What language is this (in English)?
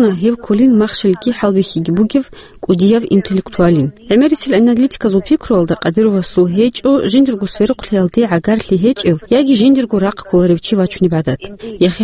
Avaric